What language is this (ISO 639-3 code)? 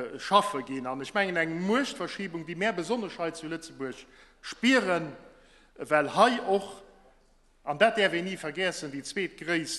ltz